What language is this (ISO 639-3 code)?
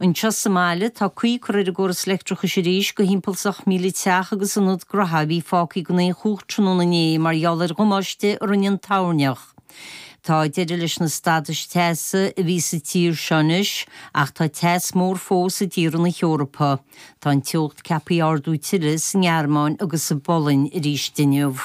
gle